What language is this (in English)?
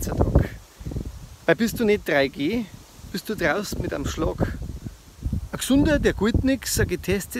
Bavarian